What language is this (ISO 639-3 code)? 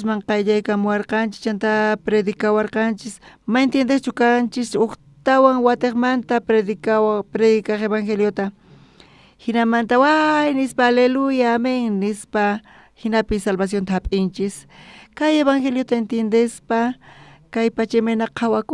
quh